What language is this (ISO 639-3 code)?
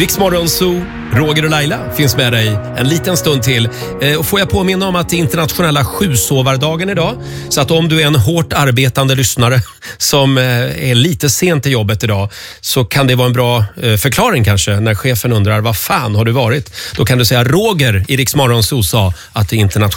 swe